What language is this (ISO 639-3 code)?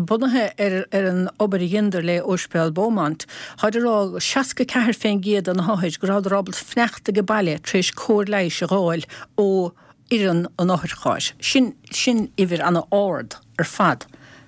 gle